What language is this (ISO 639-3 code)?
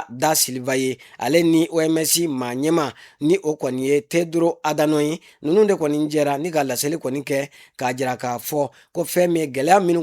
bam